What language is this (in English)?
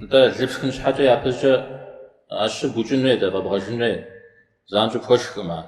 Kabardian